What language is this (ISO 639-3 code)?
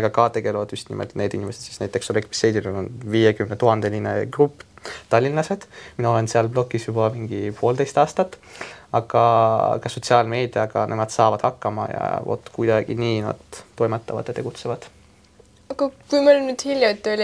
est